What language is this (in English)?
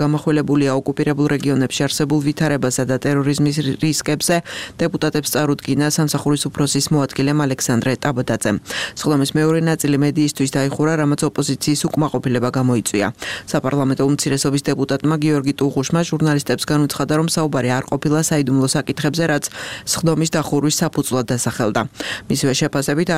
Georgian